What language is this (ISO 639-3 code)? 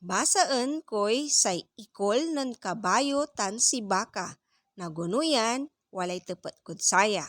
pag